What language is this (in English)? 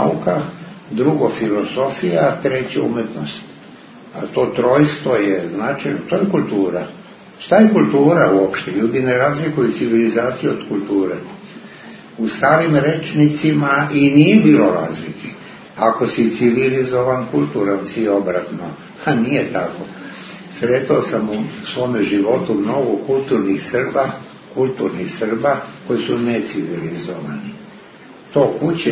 Serbian